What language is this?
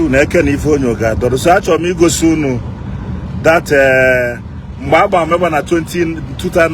Igbo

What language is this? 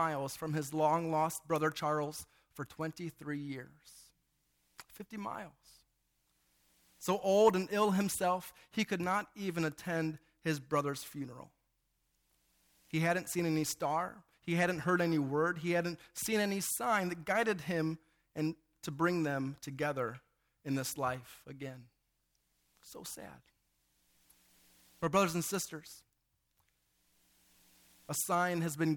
English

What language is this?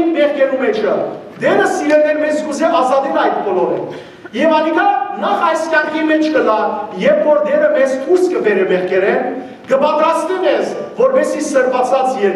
Western Armenian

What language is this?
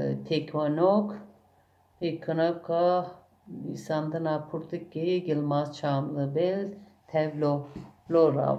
Kurdish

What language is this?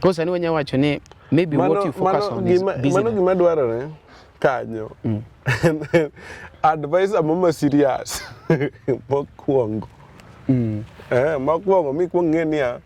Luo (Kenya and Tanzania)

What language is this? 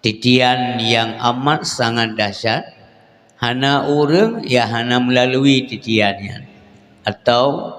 Achinese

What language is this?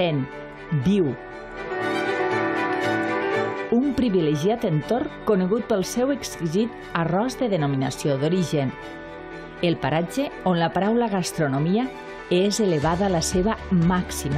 Catalan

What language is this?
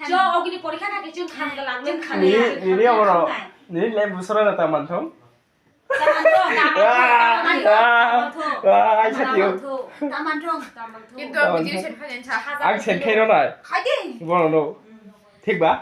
Kok Borok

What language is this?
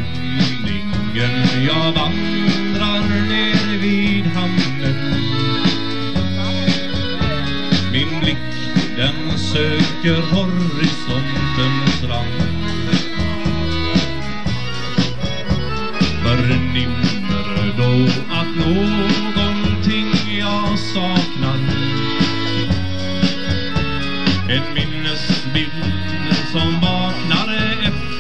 Swedish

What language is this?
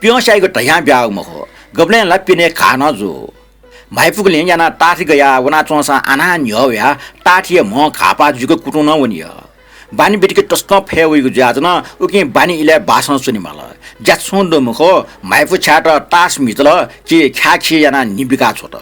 Newari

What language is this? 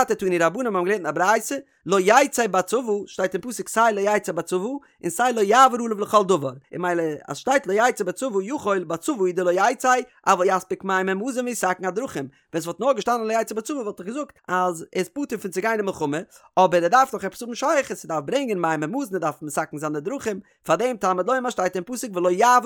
Yiddish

